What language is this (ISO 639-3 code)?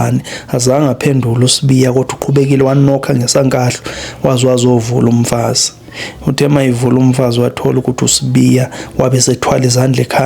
zul